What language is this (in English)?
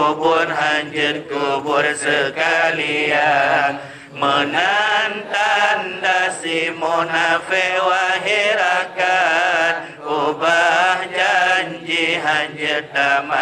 Achinese